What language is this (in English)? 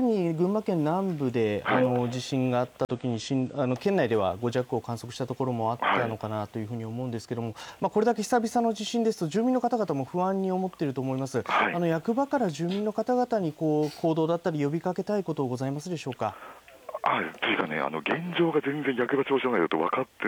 Japanese